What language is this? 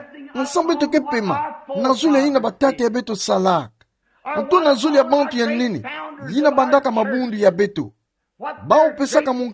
Kituba (Democratic Republic of Congo)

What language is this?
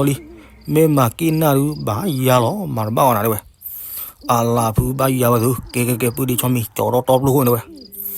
S'gaw Karen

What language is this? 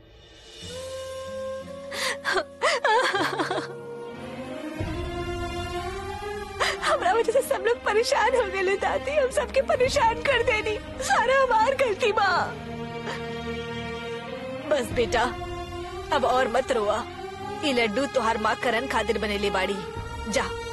Bhojpuri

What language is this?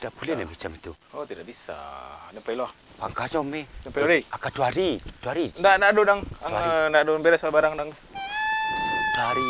Minangkabau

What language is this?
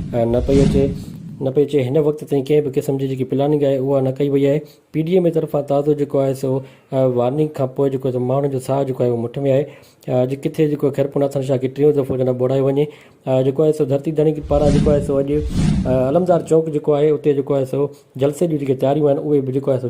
Sindhi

